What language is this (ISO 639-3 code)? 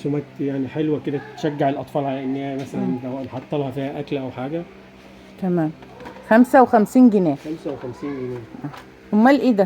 arz